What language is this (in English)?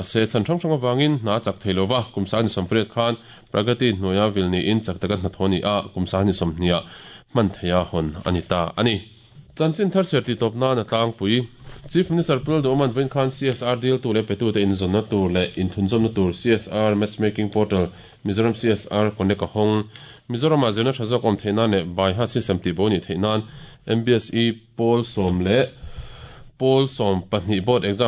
Mizo